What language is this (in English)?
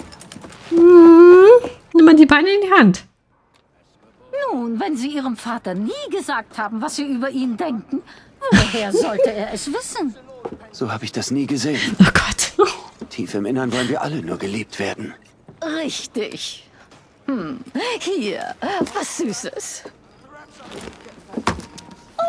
German